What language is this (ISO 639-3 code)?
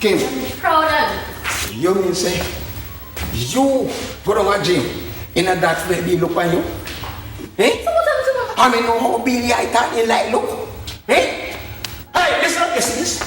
jam